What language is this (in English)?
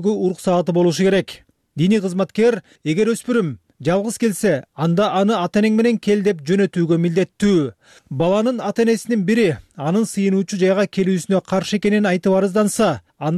Kyrgyz